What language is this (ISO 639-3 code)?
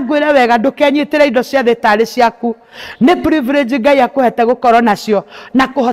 kik